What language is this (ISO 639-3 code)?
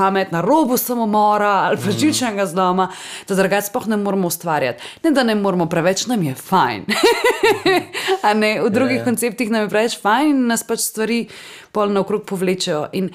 slv